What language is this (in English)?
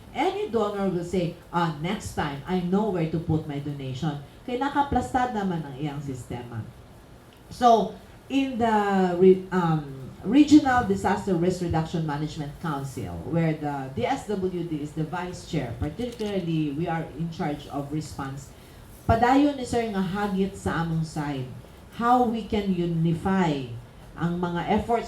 Cebuano